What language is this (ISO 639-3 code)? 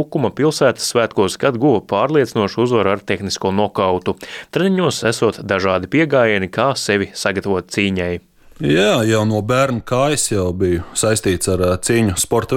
lav